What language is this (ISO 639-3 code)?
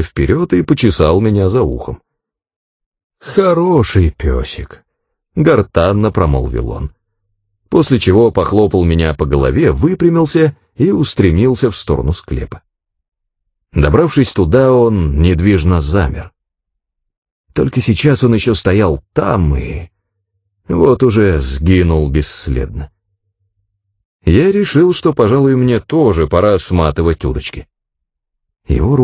rus